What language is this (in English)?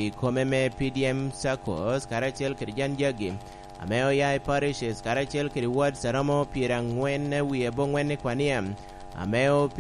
Lango (Uganda)